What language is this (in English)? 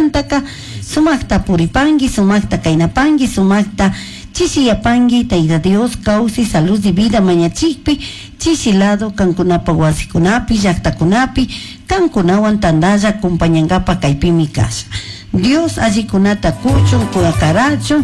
Chimborazo Highland Quichua